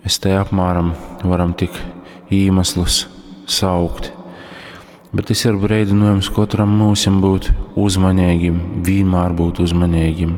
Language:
Latgalian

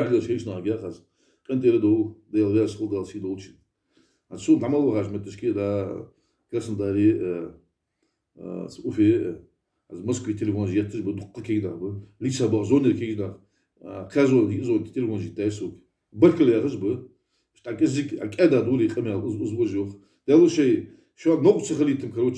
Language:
Ingush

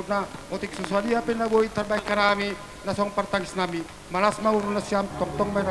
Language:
Batak Simalungun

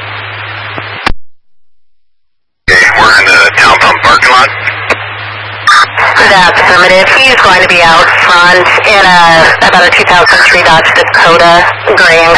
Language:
English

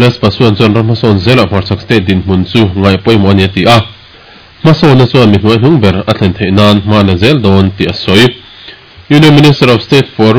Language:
Mizo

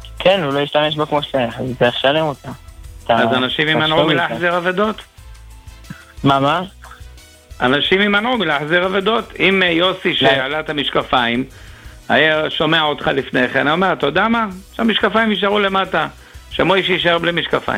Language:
Hebrew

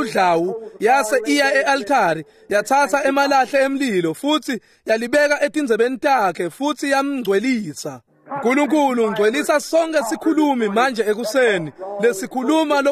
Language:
Swati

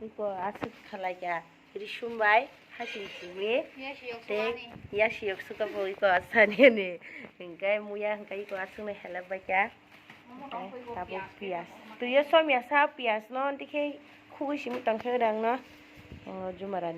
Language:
Kok Borok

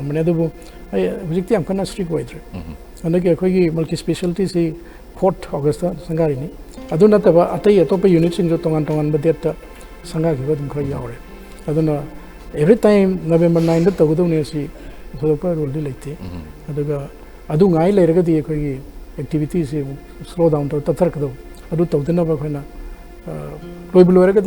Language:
Manipuri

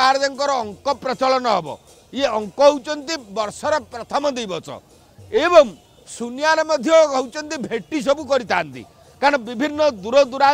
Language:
Odia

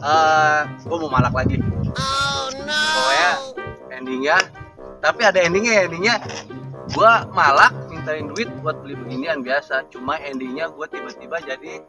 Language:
Betawi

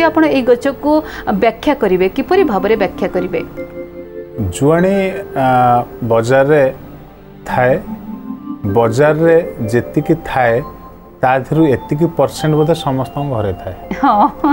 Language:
Odia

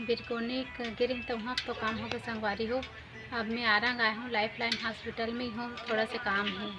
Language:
Chhattisgarhi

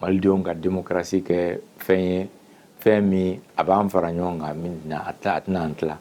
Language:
Bambara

